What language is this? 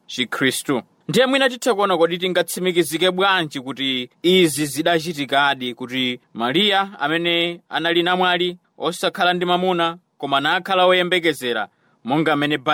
Nyanja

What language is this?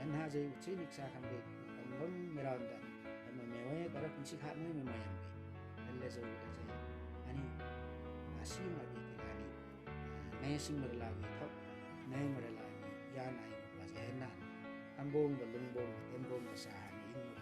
Limbu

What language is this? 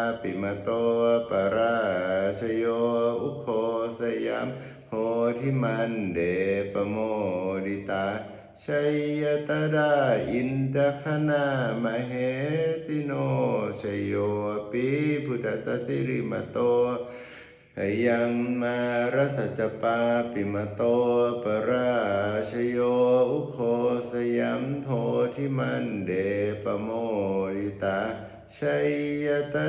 Pali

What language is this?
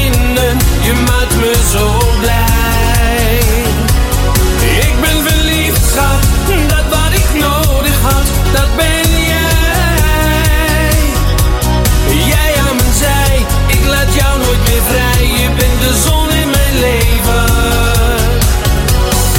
Dutch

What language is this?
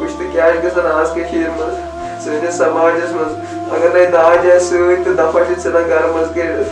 Kashmiri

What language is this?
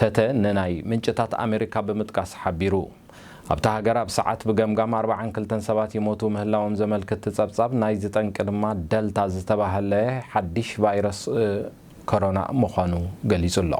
Tigrinya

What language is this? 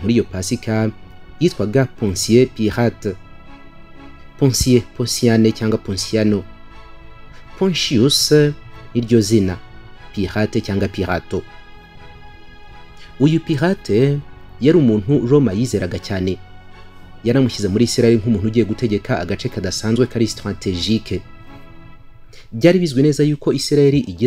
Kinyarwanda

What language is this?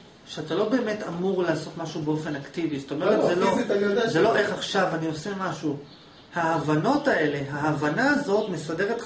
Hebrew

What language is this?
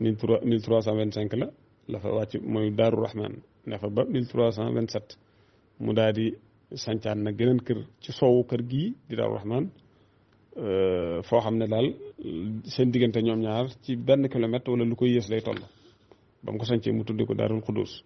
Wolof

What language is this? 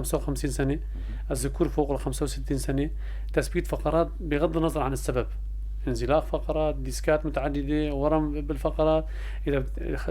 North Levantine Arabic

